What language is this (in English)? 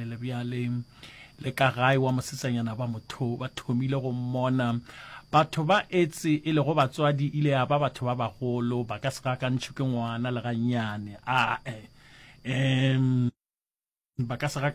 Northern Sotho